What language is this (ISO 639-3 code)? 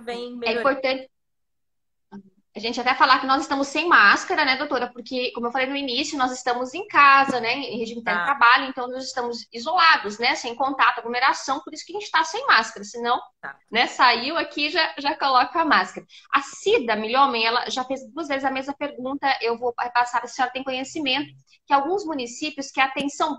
por